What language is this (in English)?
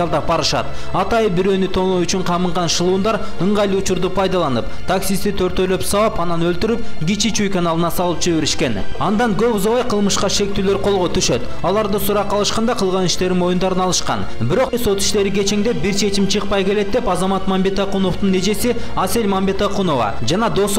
Kyrgyz